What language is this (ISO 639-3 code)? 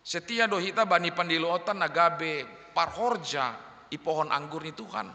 bts